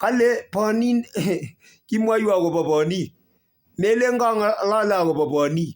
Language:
Kalenjin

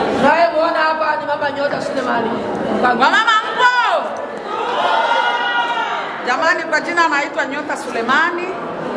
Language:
Swahili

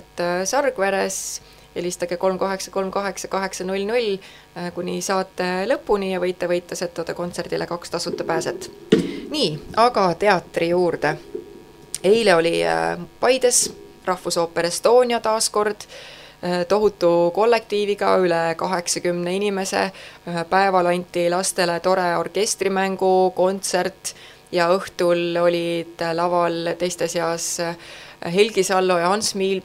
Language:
Estonian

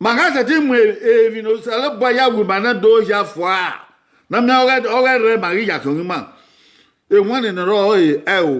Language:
Bini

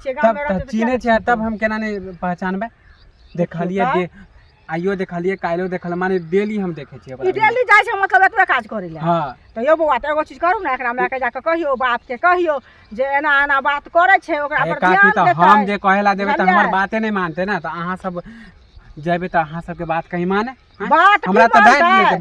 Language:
Maithili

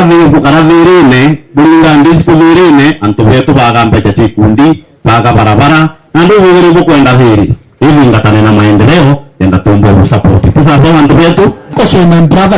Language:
Meru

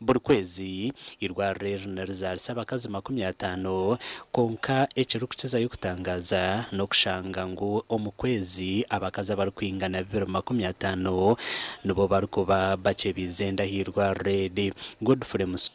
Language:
Nyankole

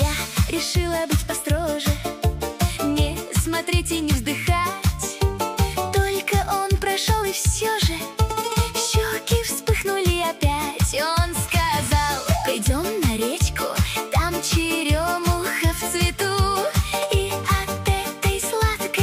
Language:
Russian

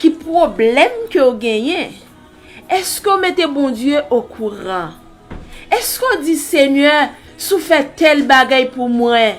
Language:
Haitian Creole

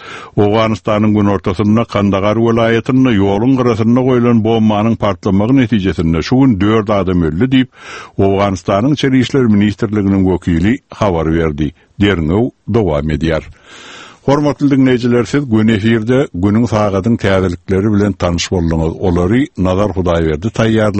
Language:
Turkmen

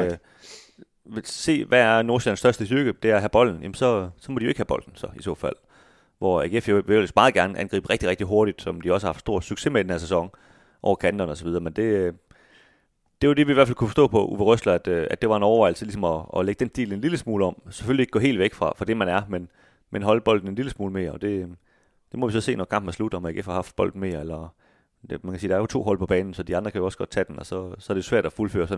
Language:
Danish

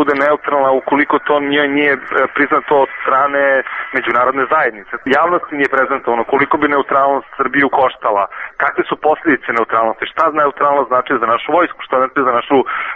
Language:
Bosnian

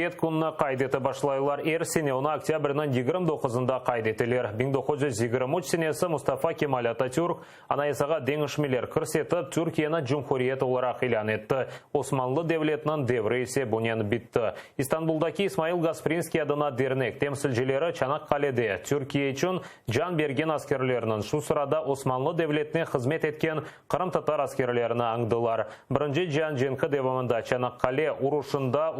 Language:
Crimean Tatar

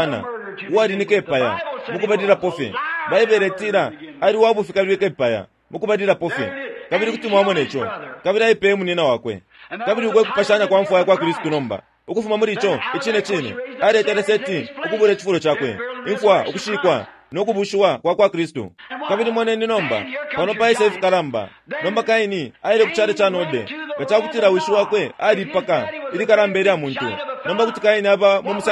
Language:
Bemba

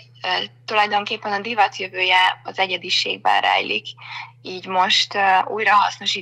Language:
Hungarian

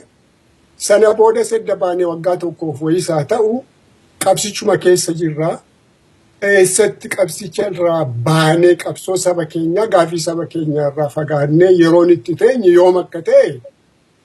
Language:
Oromo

